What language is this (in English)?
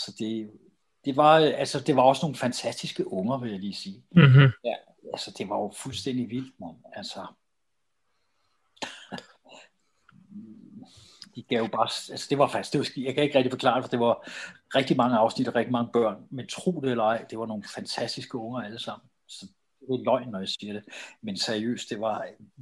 Danish